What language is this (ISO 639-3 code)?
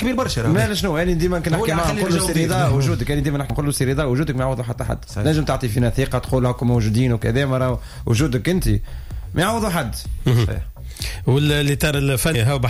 aeb